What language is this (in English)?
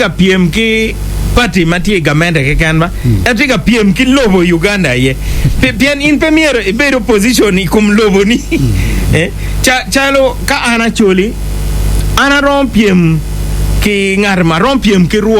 Acoli